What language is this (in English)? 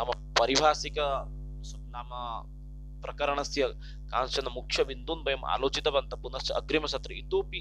Sanskrit